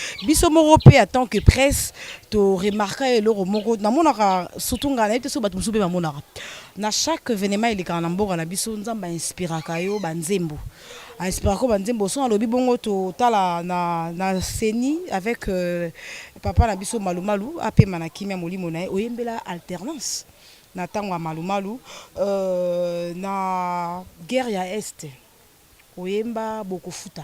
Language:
Lingala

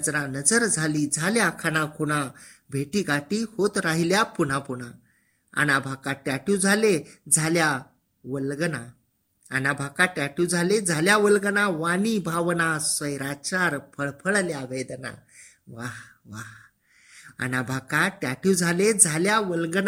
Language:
Marathi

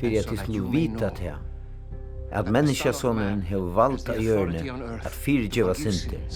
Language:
Faroese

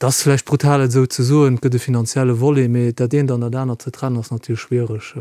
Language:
Luxembourgish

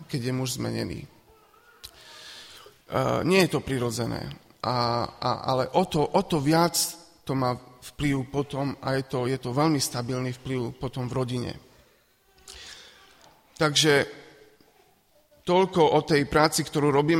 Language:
Slovak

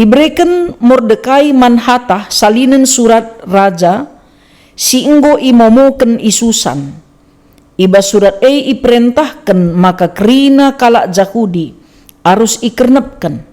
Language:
Batak Karo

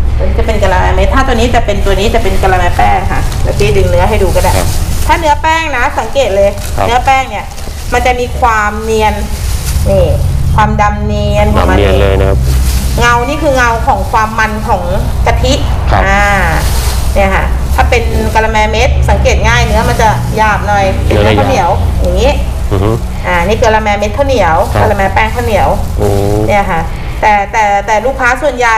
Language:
Thai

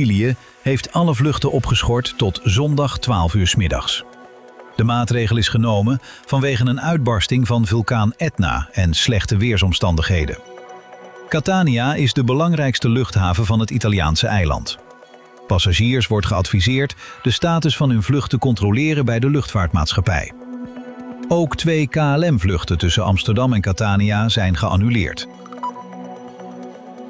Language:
Dutch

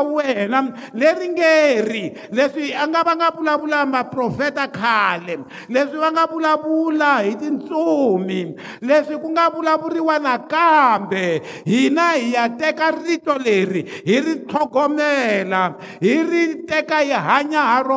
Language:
Tsonga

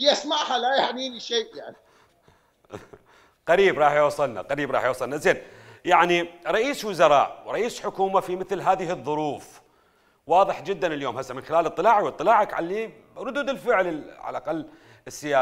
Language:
Mesopotamian Arabic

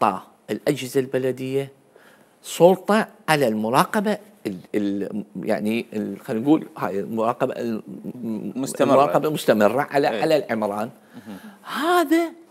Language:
Mesopotamian Arabic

